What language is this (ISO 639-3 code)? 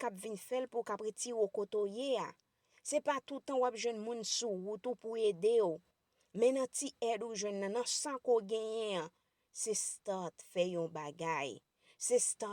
hat